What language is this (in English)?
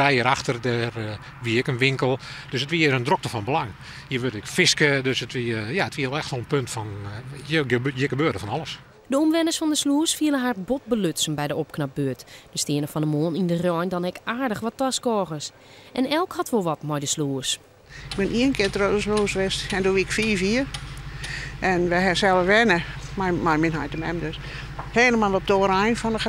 Western Frisian